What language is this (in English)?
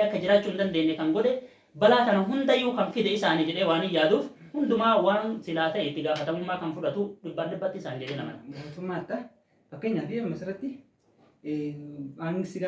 Oromo